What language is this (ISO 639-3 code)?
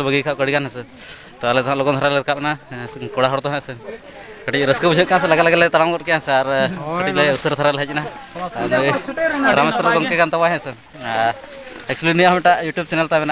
sat